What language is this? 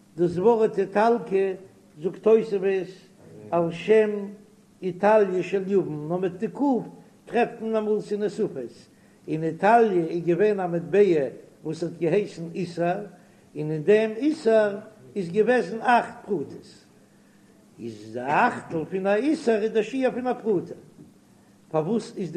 Yiddish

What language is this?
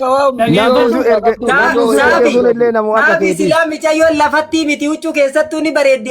Oromo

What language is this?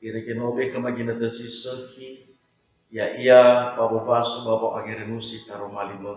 Nias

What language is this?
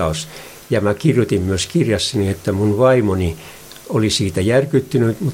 Finnish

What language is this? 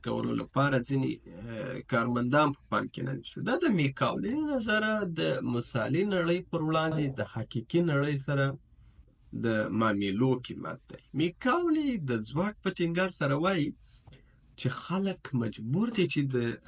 Pashto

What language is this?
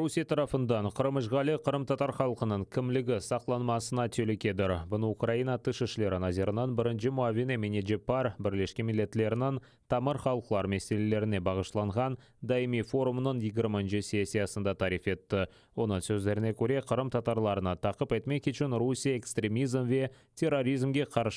Crimean Tatar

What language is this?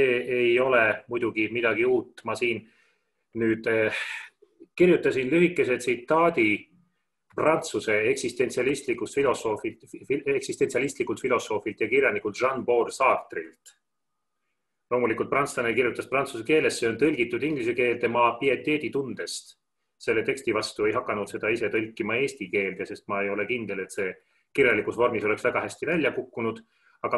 Estonian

